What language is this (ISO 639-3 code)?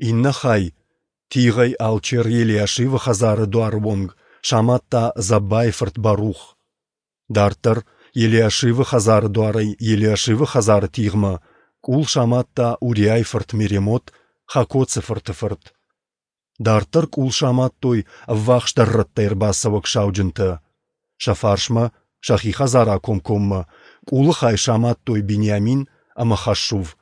oss